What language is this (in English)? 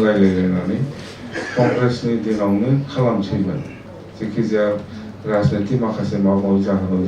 Bodo